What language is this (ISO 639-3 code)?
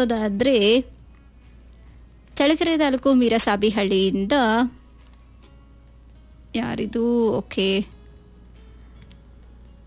kan